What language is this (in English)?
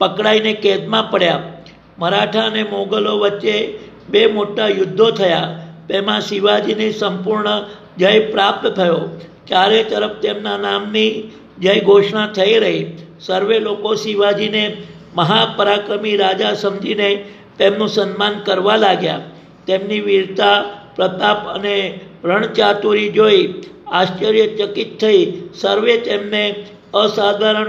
Gujarati